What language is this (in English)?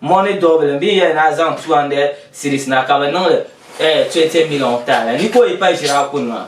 Dagbani